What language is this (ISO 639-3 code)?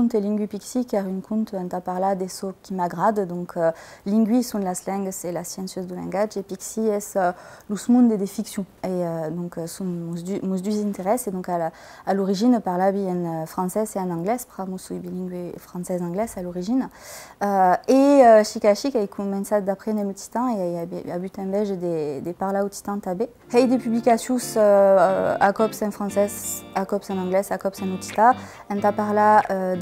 oci